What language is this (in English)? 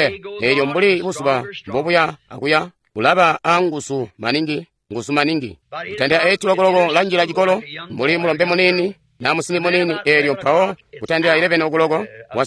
Tonga (Zambia)